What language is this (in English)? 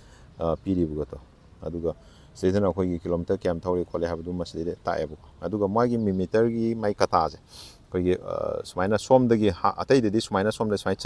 Manipuri